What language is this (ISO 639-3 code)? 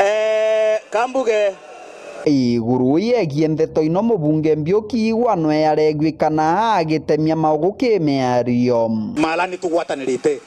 mer